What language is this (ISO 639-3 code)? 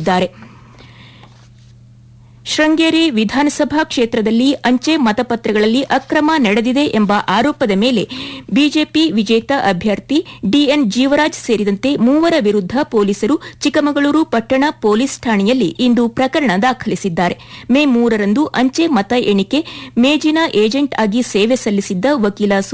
kan